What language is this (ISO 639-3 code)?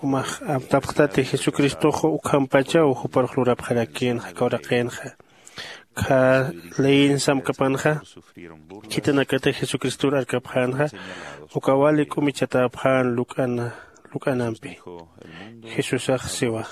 aym